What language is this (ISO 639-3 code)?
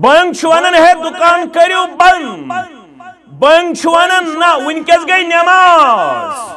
kas